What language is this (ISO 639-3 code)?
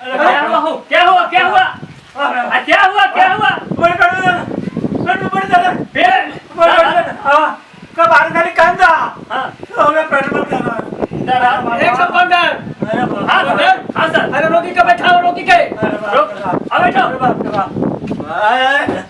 mag